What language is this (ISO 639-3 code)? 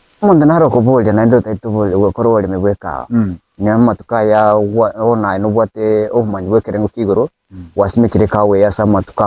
guz